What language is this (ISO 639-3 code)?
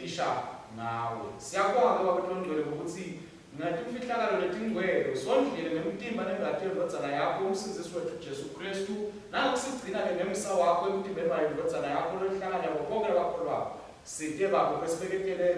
ssw